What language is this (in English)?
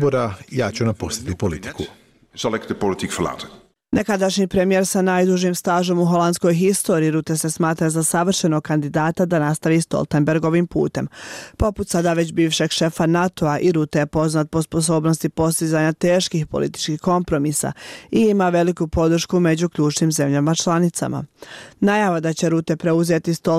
Bosnian